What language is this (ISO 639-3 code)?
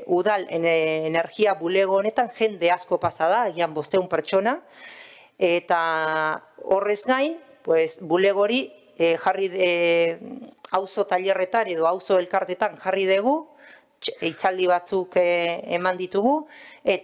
eus